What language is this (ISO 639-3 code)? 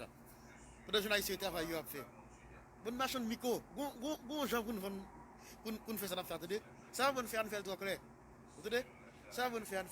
hat